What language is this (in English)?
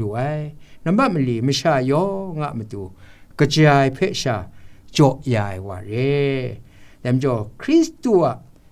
Kachin